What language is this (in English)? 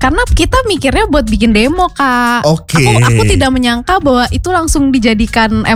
Indonesian